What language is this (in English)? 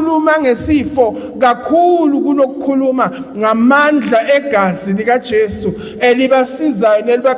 Zulu